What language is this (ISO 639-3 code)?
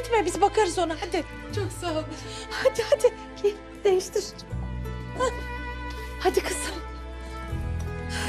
tur